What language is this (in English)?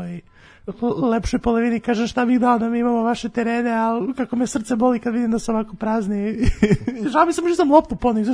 Serbian